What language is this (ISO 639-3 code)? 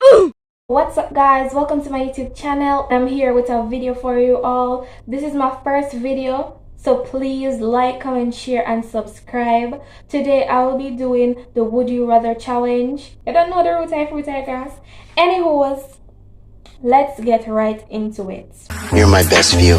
jam